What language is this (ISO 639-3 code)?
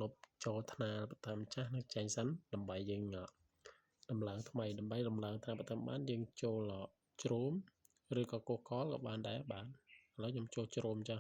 khm